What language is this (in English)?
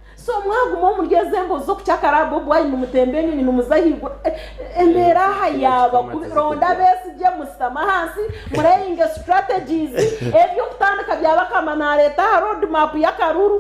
Nyankole